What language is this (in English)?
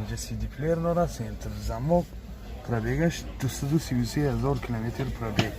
Tajik